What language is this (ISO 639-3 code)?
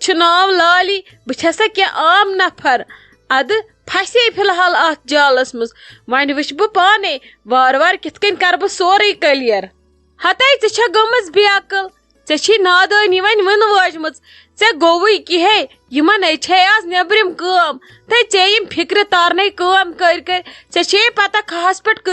kas